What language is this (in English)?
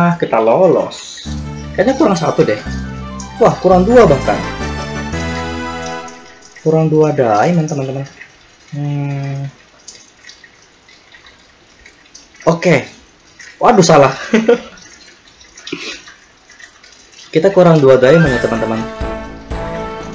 Indonesian